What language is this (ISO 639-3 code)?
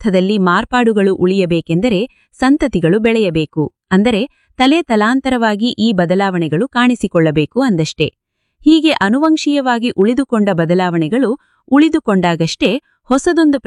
kan